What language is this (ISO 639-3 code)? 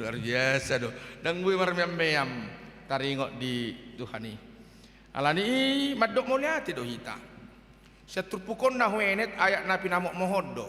bbc